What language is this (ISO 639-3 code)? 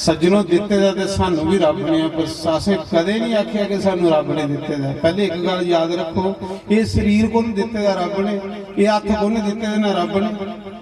doi